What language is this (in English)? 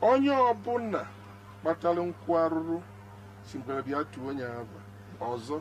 Igbo